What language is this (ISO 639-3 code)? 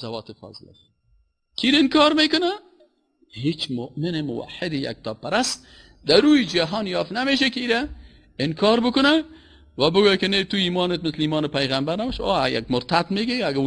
fas